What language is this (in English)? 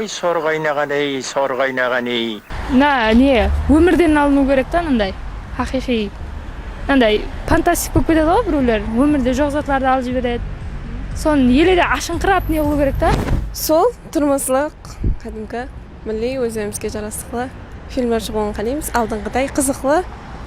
Kara-Kalpak